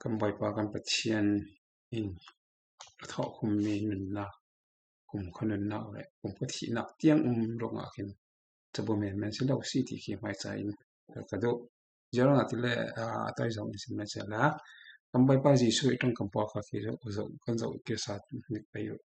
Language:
Falam Chin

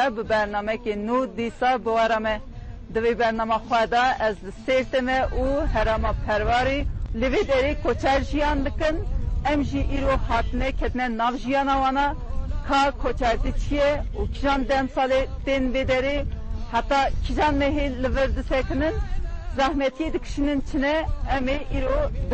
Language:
Kurdish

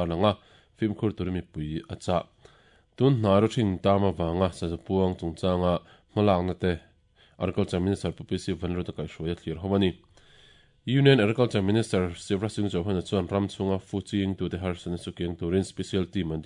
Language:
Mizo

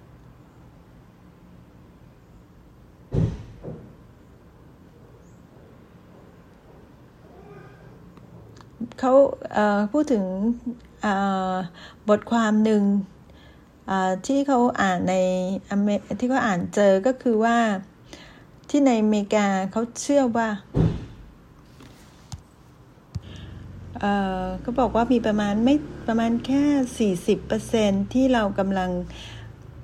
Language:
Thai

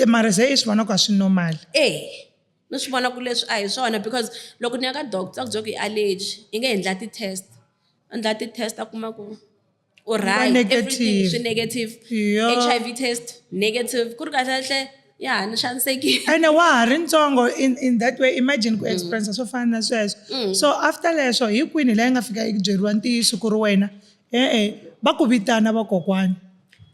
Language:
Tsonga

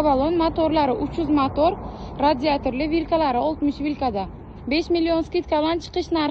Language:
Uzbek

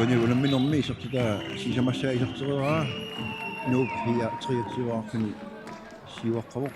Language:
Kalaallisut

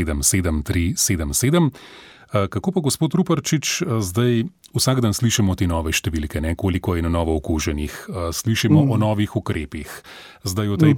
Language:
Slovenian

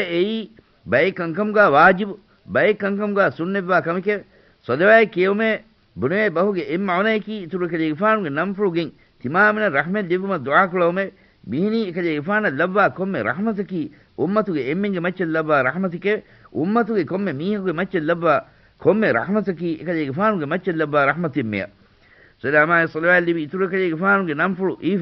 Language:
Divehi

